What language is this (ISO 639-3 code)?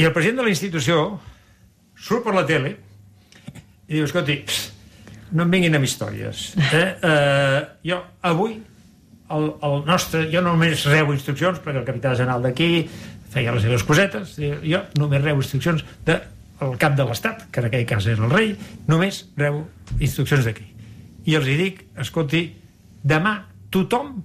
cat